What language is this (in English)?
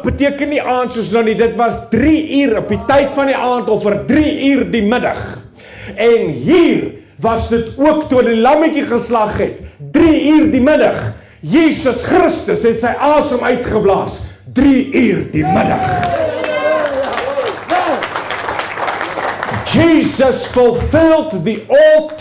Afrikaans